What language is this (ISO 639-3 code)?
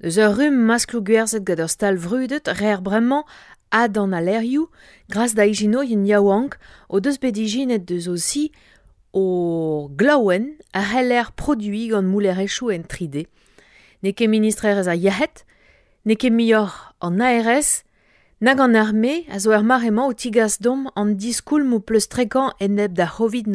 bre